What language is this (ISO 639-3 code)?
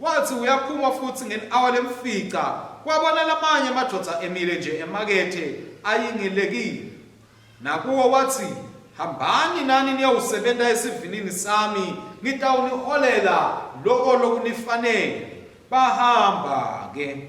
ssw